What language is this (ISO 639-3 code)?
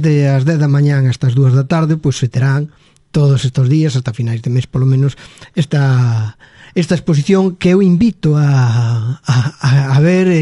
glg